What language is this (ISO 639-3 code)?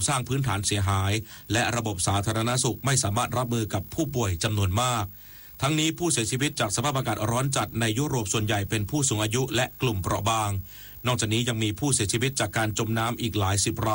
tha